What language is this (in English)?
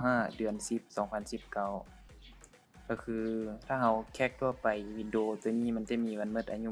Lao